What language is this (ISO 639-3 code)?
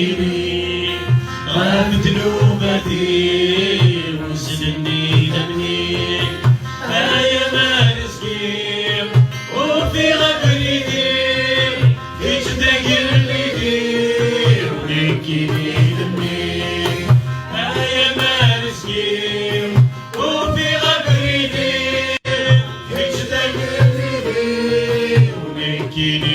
kab